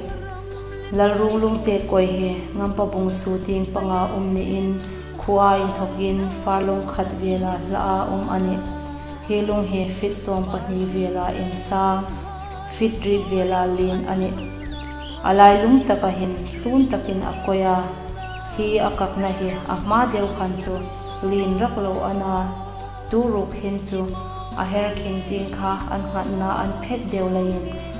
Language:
Hmar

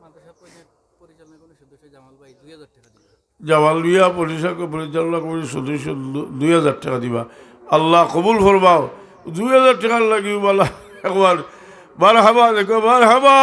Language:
Sylheti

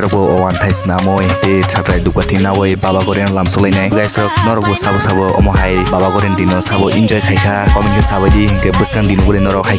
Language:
Kok Borok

